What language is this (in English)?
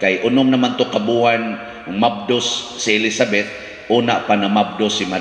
Cebuano